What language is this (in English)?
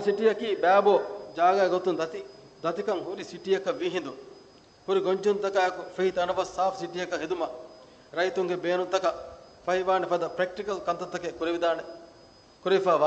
Divehi